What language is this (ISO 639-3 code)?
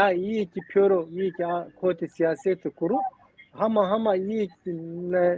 zza